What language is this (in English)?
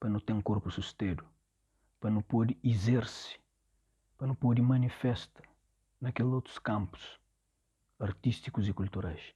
Kabuverdianu